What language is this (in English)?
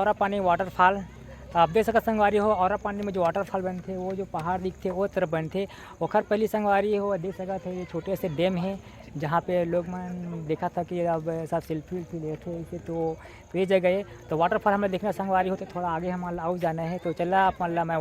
Chhattisgarhi